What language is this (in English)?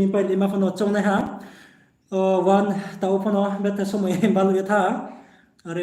Riang (India)